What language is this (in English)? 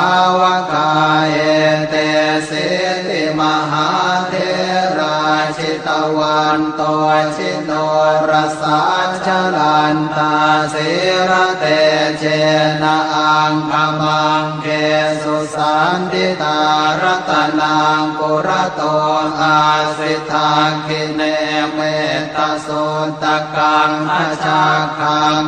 Pali